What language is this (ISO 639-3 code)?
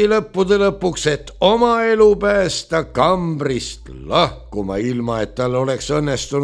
est